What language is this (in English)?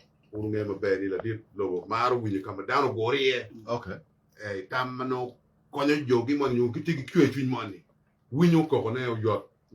Acoli